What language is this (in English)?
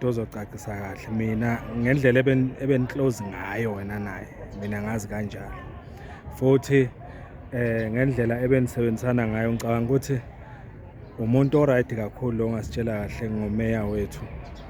Zulu